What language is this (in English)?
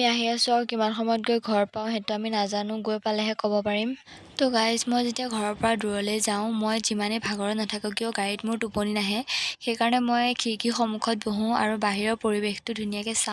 Assamese